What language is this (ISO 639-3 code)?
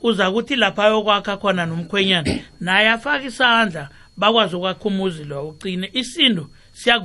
nbl